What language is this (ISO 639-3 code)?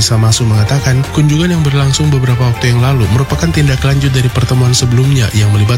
ind